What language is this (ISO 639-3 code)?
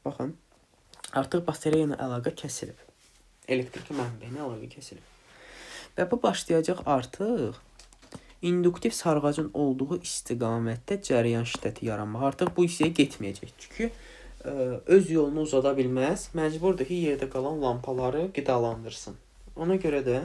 aze